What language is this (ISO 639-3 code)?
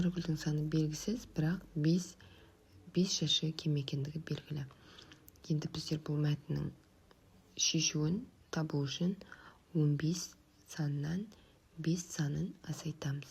kaz